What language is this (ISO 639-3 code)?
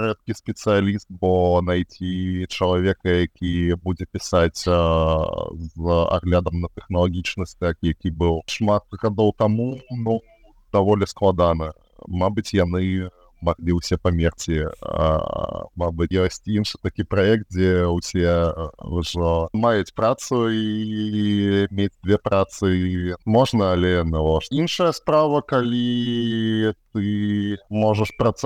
bel